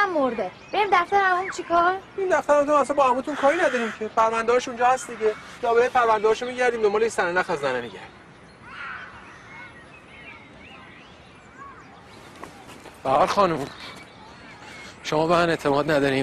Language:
Persian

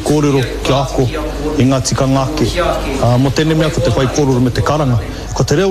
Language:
Māori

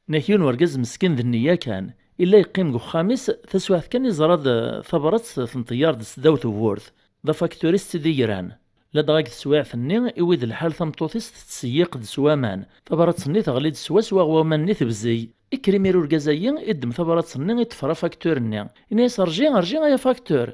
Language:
Kabyle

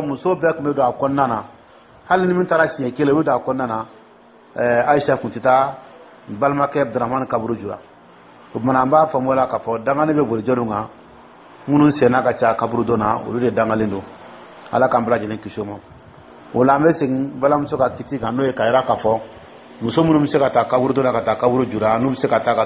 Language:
Dyula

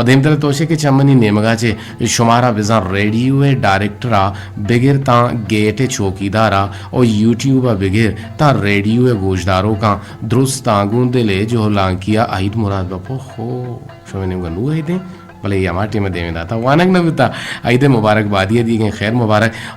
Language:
Eastern Balochi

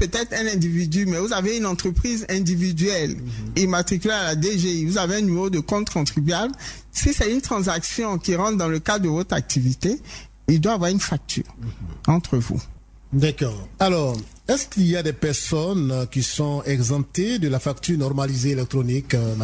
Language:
French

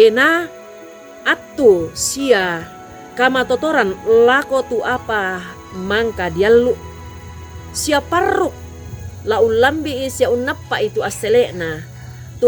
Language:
Toraja-Sa'dan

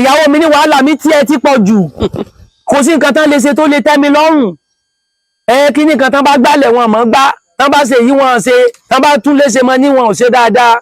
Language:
Yoruba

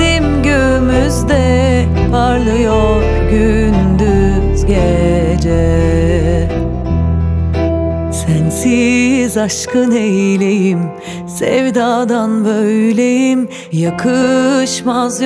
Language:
Turkish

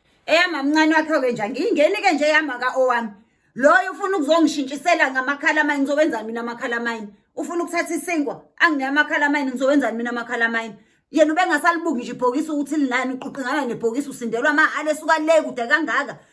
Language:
Zulu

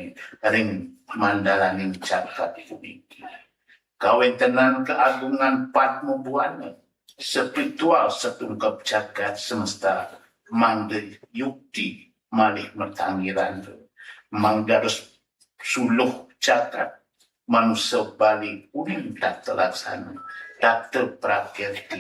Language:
Balinese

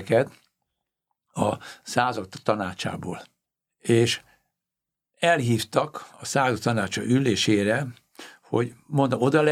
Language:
Hungarian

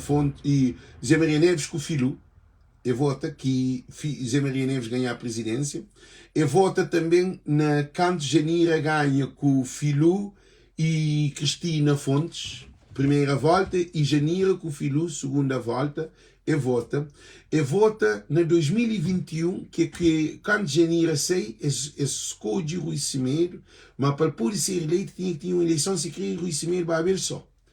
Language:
Kabuverdianu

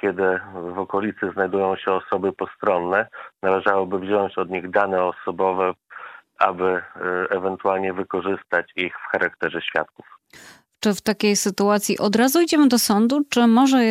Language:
Polish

